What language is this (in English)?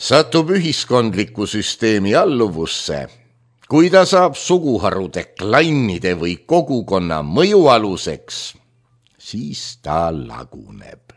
Estonian